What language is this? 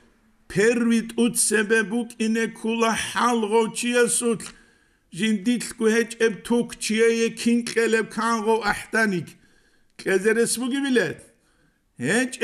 Avaric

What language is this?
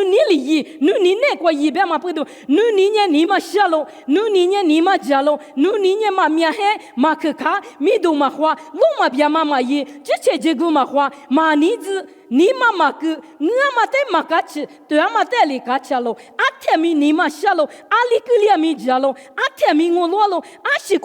Lisu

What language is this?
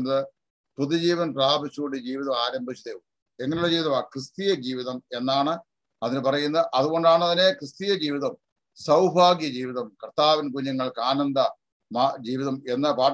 Malayalam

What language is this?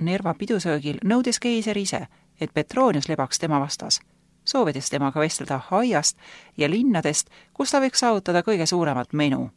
Estonian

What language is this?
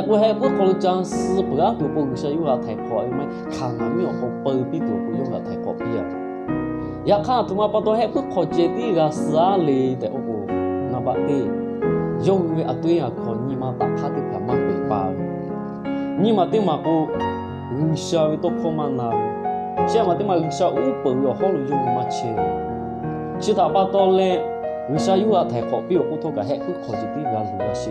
Lahu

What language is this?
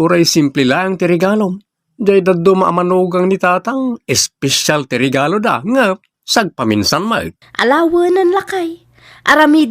Iloko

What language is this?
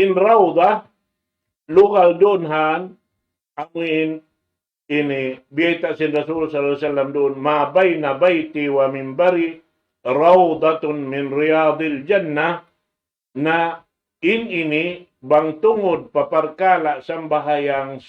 Tausug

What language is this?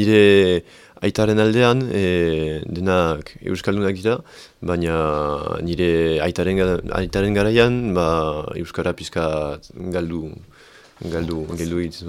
Basque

